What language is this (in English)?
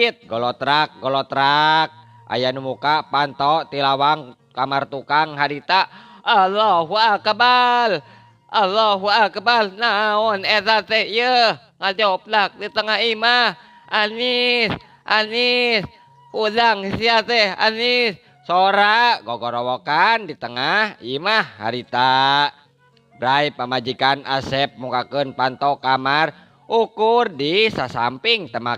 Sundanese